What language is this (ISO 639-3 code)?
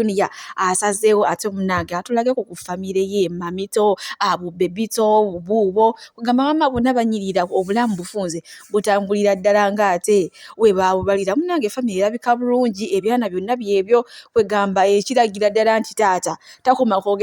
lug